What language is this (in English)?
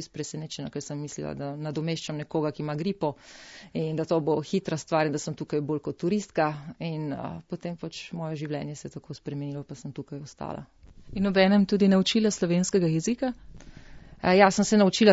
Slovenian